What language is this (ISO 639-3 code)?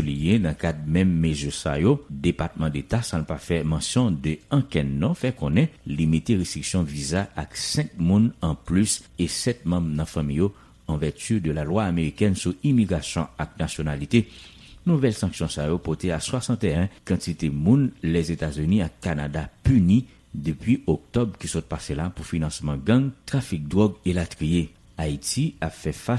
hat